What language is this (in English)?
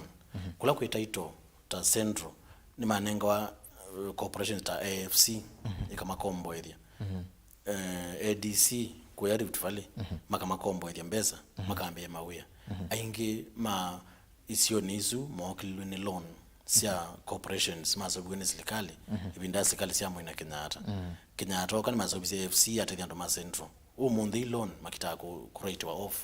Kamba